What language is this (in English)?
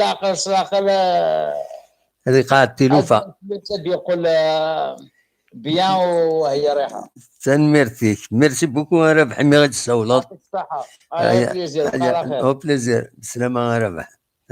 Kabyle